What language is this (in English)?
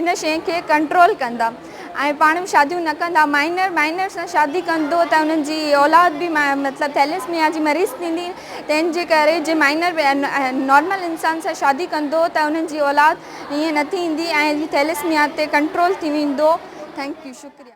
Sindhi